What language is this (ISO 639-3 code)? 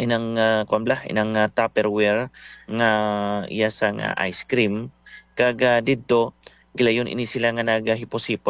hil